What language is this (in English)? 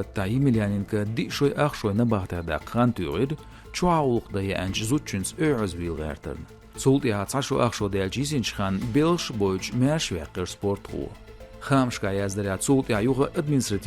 Chechen